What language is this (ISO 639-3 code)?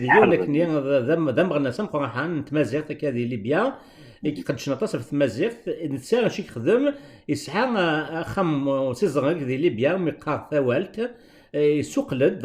kab